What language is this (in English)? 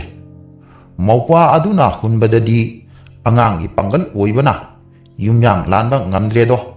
Manipuri